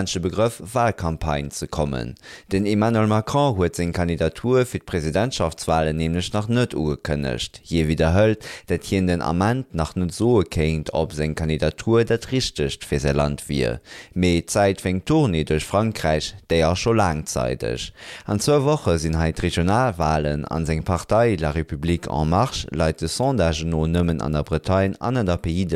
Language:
Luxembourgish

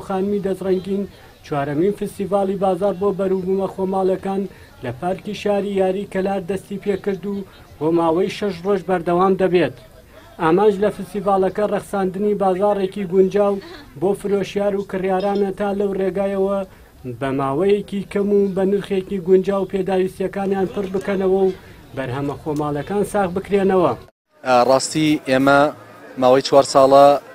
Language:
Central Kurdish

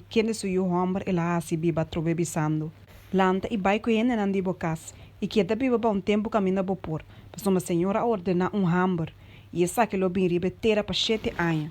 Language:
Papiamento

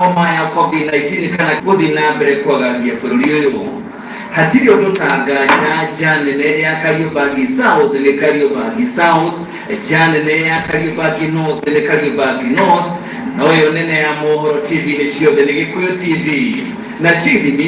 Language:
Kikuyu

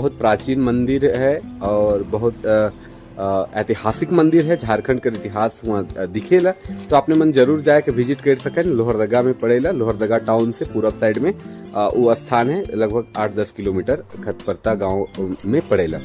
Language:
Sadri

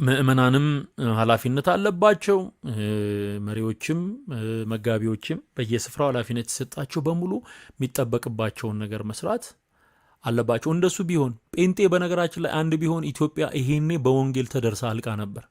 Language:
Amharic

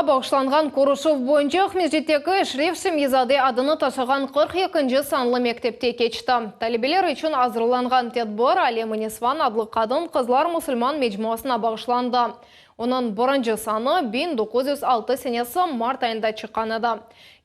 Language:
Crimean Tatar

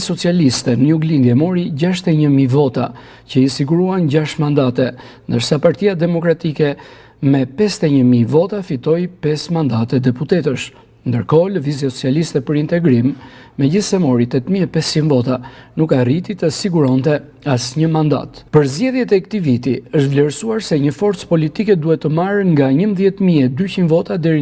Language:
Albanian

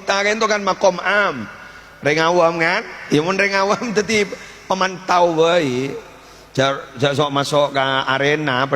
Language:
Madurese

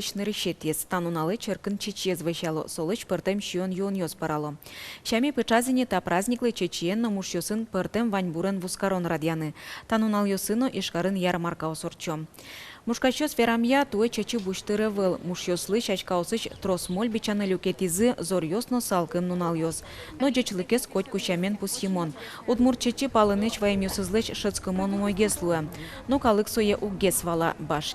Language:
Udmurt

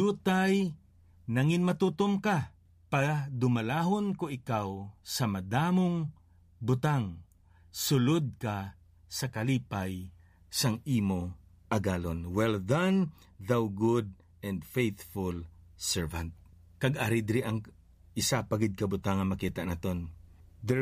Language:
Hiligaynon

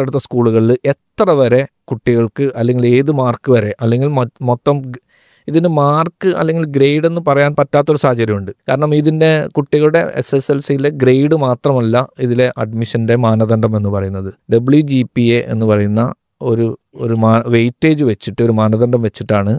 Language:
Malayalam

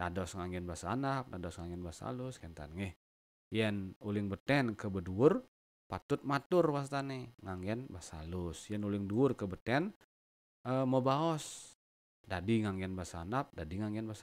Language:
Balinese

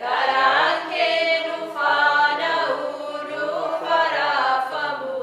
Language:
Oromo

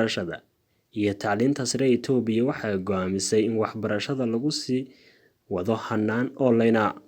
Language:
Somali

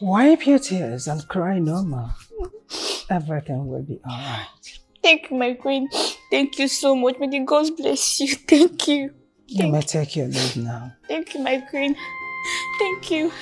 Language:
Nigerian Pidgin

